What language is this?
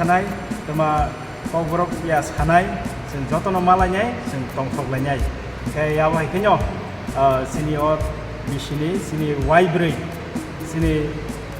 Kok Borok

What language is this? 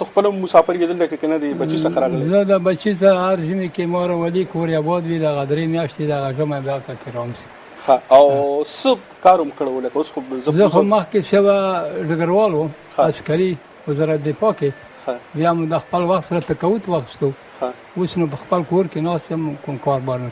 Pashto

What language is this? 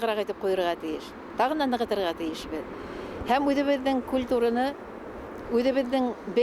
Bashkir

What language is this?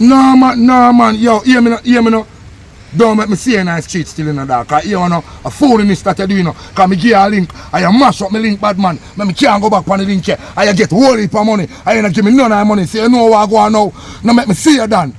Jamaican Creole English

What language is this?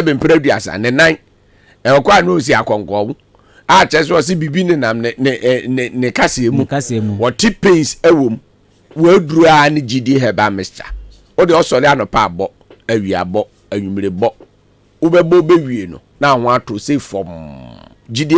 Akan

